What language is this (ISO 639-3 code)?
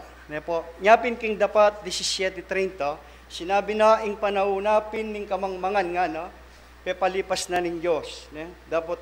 pam